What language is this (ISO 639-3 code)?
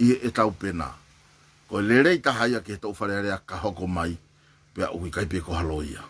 ton